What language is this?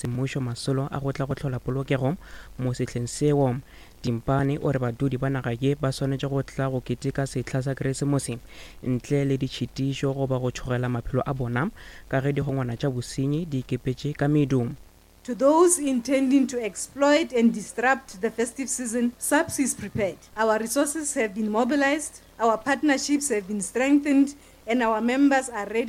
Northern Sotho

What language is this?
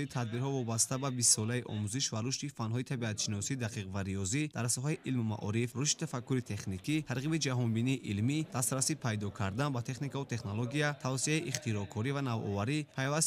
Tajik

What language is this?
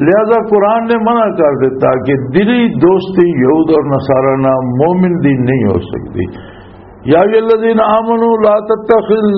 Western Panjabi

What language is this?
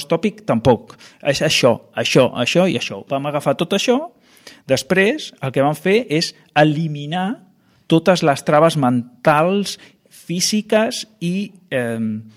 Catalan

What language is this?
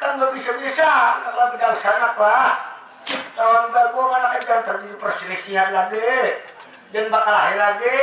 Banjar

